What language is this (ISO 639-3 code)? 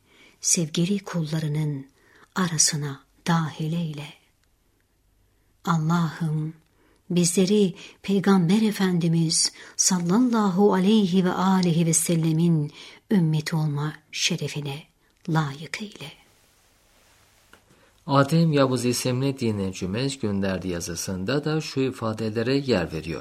tur